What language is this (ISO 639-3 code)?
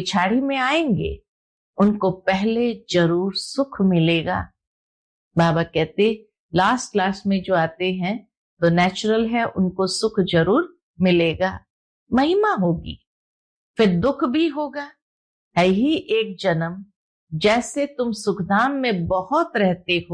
hin